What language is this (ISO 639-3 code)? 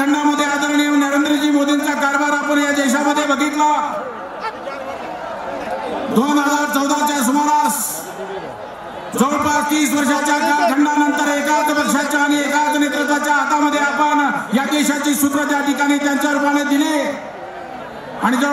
mar